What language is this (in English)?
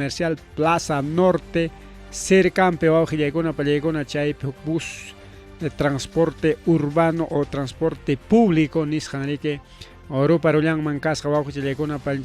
Ayacucho Quechua